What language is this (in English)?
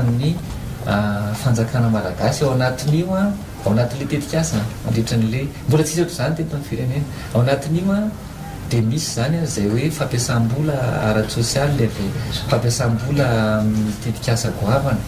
Malagasy